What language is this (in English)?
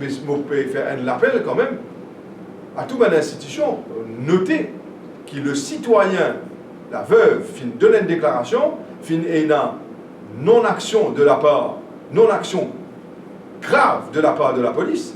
Morisyen